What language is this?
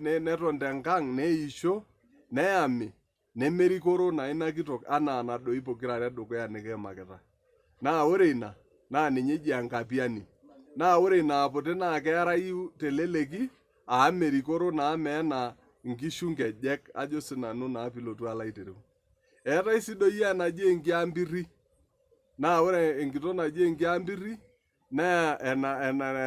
Masai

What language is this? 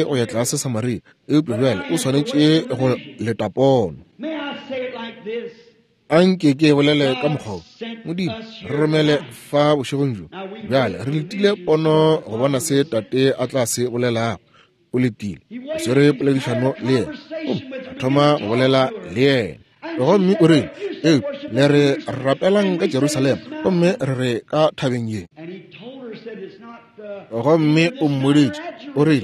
Northern Sotho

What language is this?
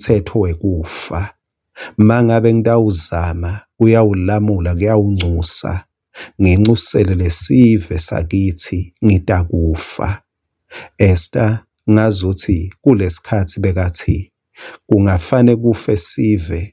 Swati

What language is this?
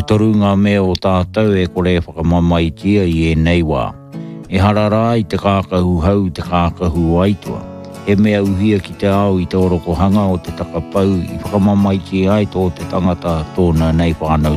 Māori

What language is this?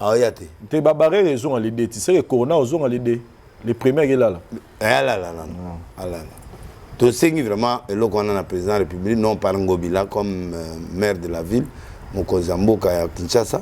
Lingala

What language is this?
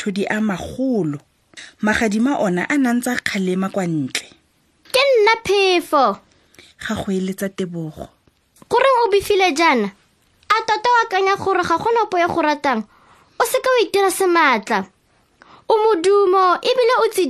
Tswana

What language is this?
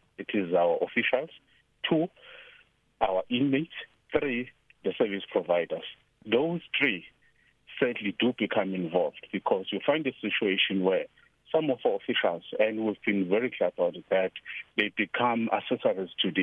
English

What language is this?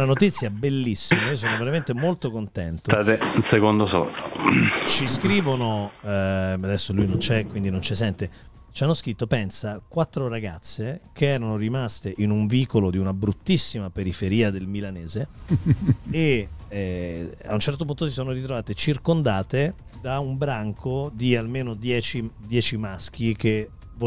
Italian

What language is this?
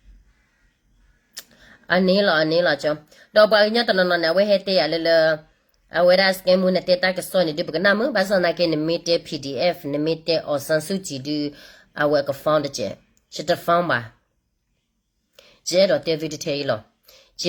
S'gaw Karen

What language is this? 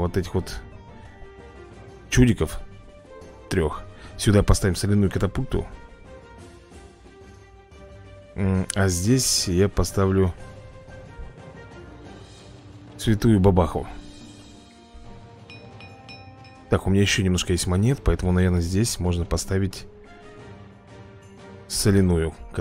Russian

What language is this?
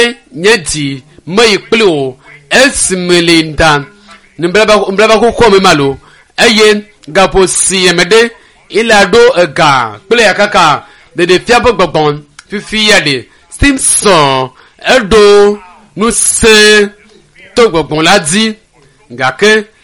Ewe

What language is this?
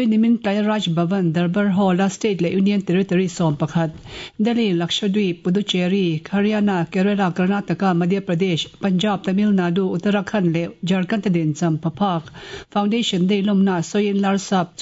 Mizo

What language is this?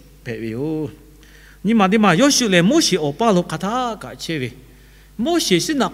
Lahu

